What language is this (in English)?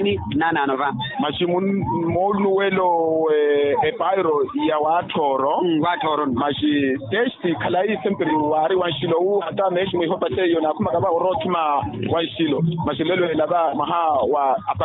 Makhuwa